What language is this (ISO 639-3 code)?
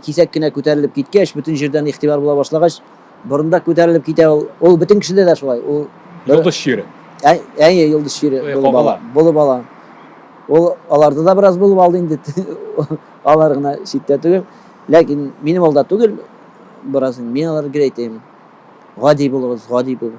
tat